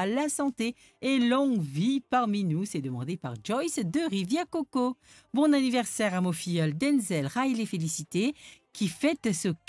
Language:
Morisyen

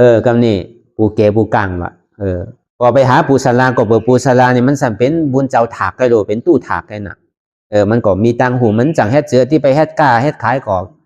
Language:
Shan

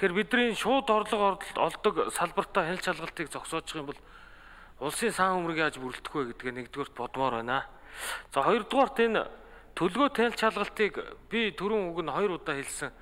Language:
Mongolian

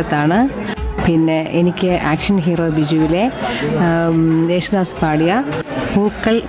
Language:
Malayalam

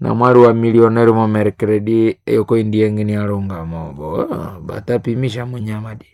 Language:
Nande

